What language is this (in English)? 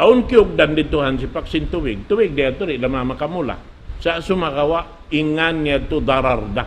Tausug